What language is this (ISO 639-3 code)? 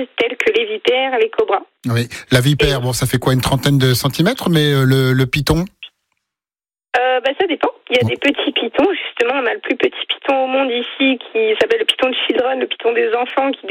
fra